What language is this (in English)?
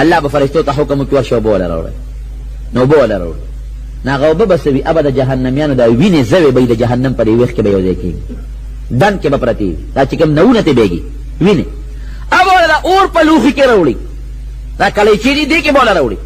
Pashto